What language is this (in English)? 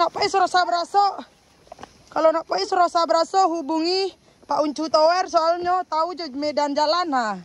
Minangkabau